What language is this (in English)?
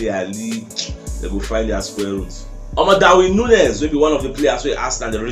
Nigerian Pidgin